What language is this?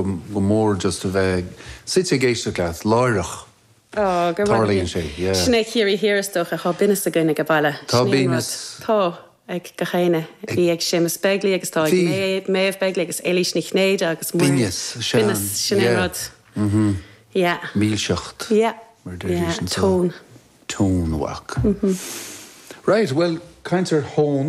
Irish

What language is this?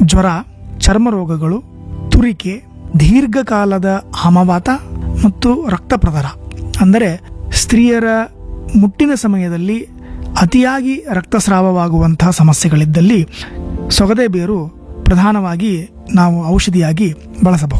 Kannada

